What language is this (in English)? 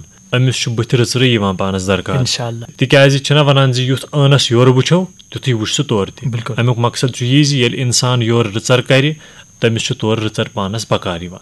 Kashmiri